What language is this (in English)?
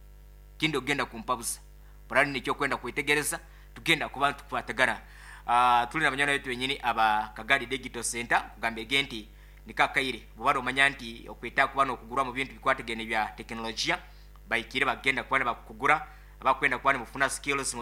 Nyoro